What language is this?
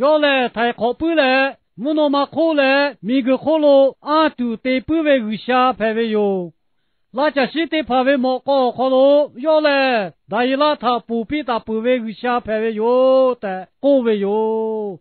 Lahu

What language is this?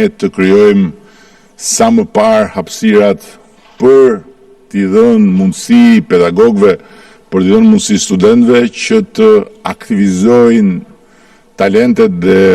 Albanian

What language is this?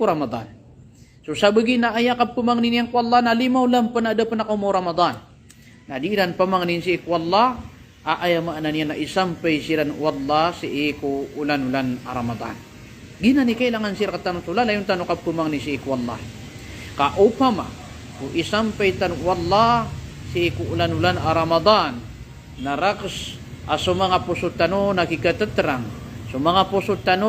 Maranao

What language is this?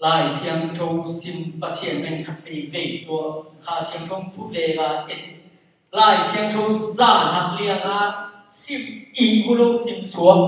Tedim Chin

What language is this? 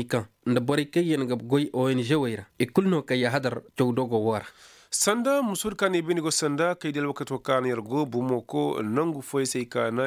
Koyraboro Senni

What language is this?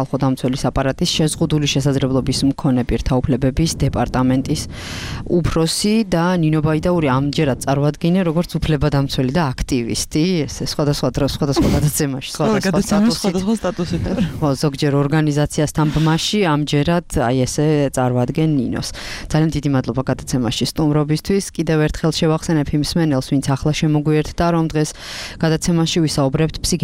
Georgian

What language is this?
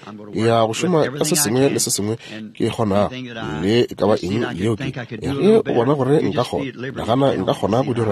Northern Sotho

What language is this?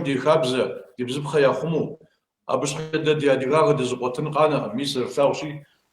Kabardian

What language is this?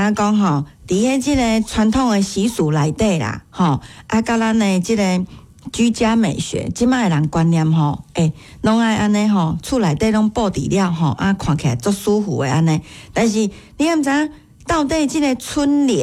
Min Nan Chinese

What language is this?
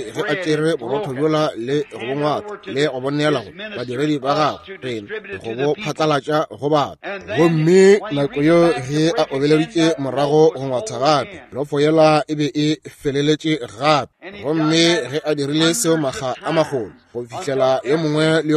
Northern Sotho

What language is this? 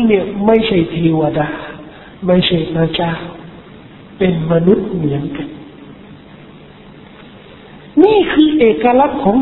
Thai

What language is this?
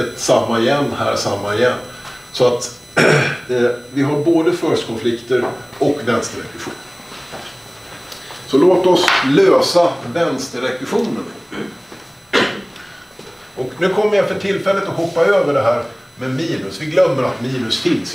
Swedish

